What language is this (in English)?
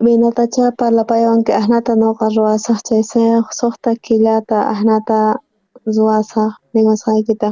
South Bolivian Quechua